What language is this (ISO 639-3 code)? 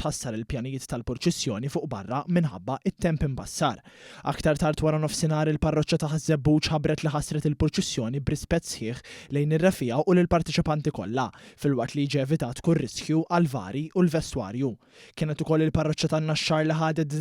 mlt